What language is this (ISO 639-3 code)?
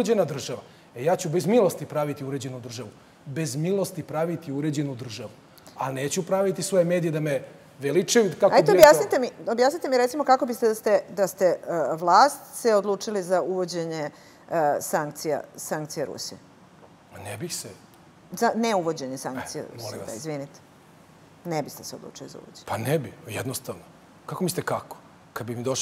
srp